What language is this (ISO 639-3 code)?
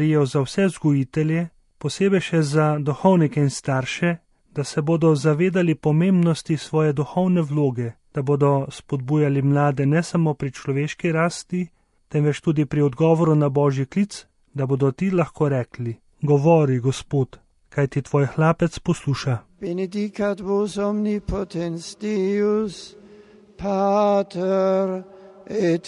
slv